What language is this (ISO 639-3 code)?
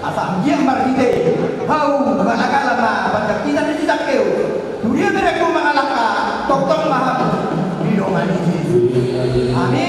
bbc